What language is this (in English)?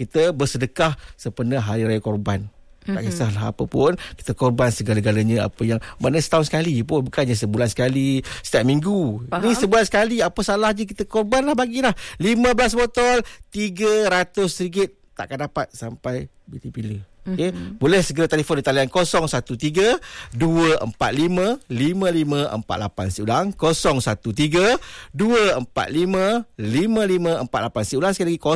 Malay